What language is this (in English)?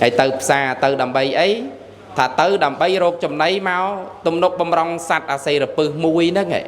Khmer